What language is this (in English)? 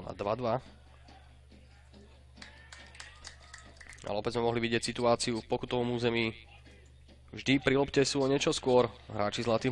Slovak